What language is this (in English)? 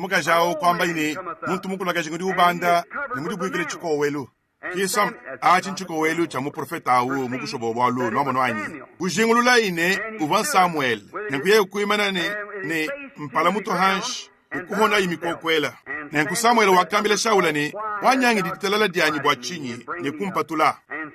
Luba-Lulua